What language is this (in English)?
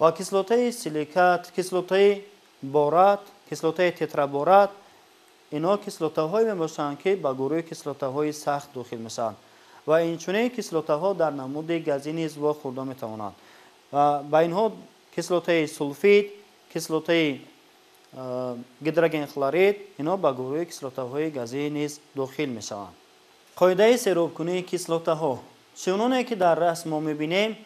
Tajik